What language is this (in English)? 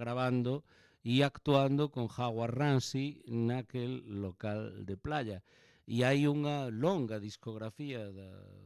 Galician